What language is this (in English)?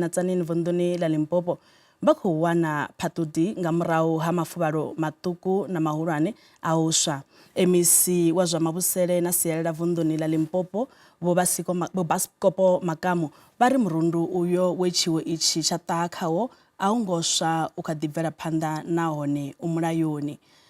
Venda